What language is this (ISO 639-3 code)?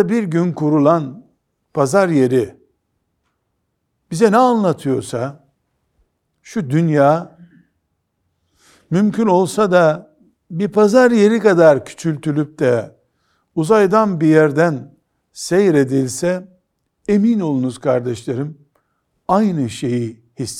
tur